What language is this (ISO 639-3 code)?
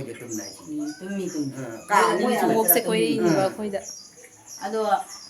mni